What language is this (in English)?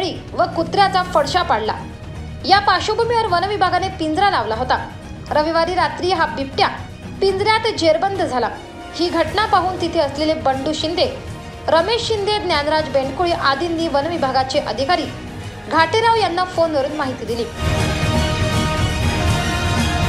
Marathi